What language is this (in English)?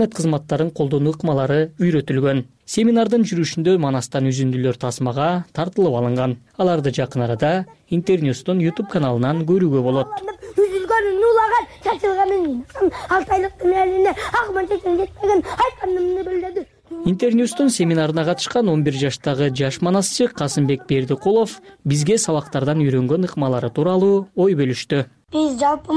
Kyrgyz